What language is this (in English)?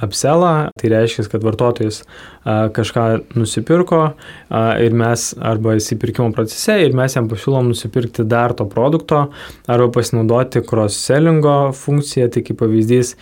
Lithuanian